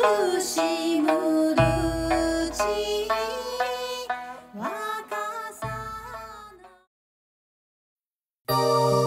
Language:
Japanese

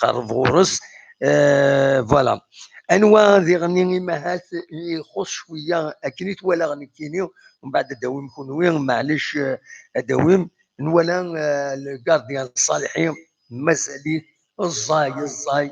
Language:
Kabyle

